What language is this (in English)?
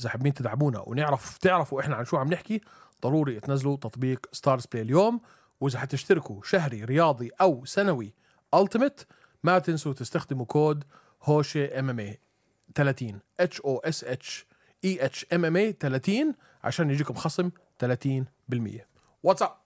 North Levantine Arabic